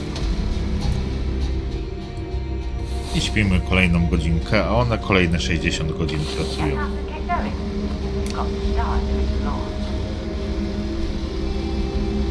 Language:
Polish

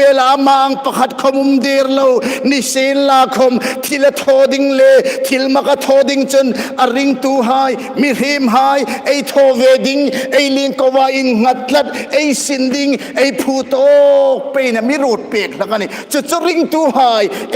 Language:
Hmar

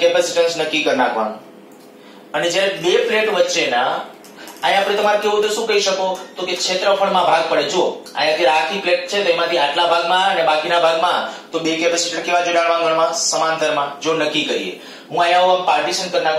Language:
Gujarati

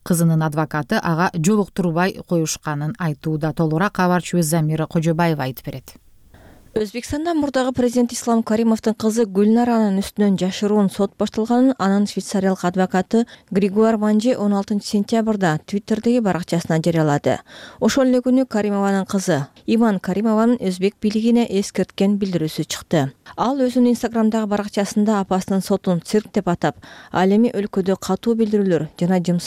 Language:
Kyrgyz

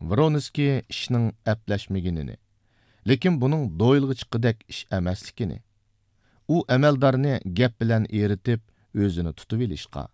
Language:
Uyghur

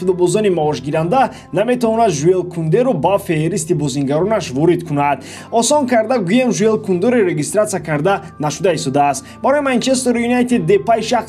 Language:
Tajik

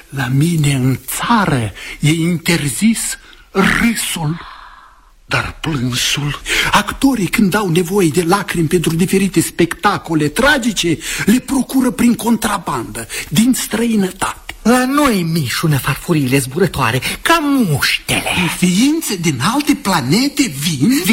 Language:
Romanian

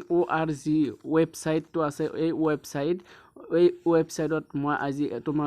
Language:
Assamese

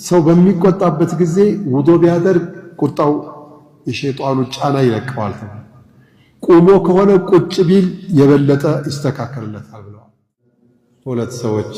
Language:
Amharic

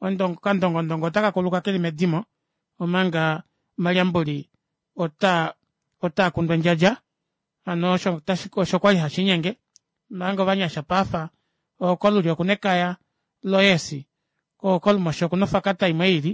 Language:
Kuanyama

